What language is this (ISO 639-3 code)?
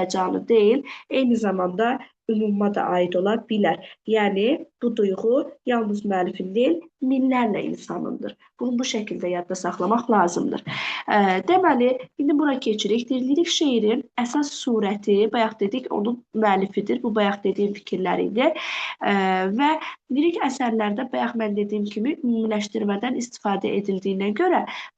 aze